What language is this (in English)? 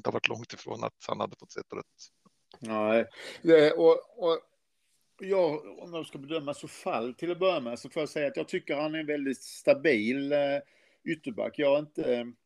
Swedish